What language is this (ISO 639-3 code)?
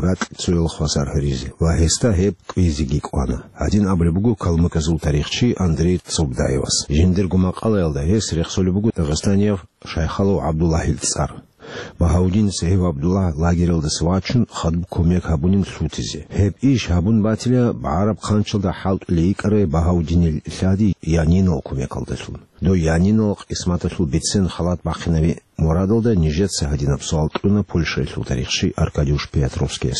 ava